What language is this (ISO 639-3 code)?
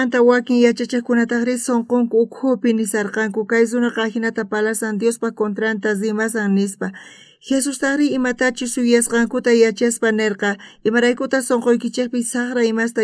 quh